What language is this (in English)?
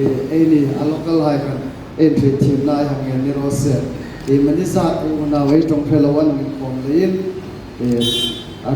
Hmar